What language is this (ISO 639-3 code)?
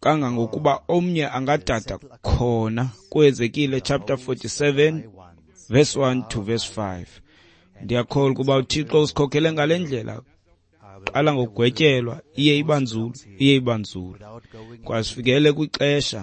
xho